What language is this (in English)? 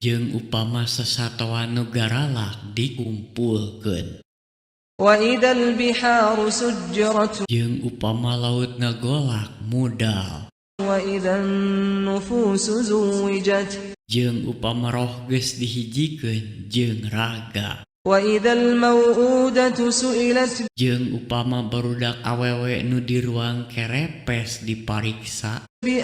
Sundanese